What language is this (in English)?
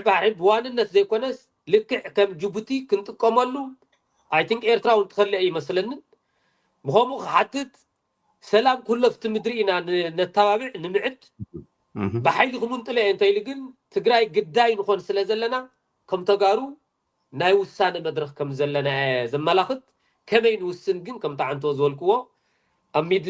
Tigrinya